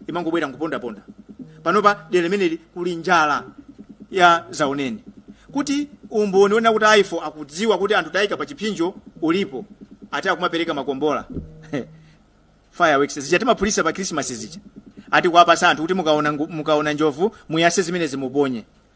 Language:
Nyanja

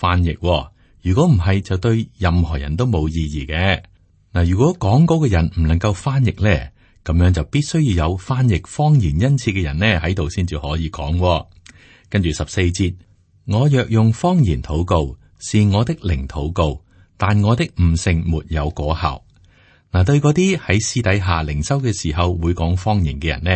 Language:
Cantonese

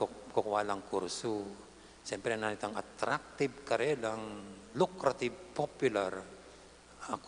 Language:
Pampanga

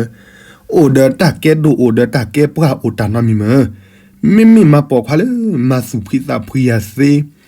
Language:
S'gaw Karen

